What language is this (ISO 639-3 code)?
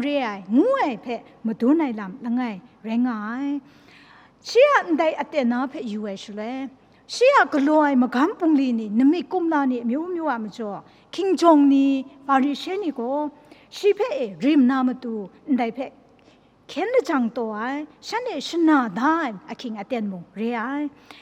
kac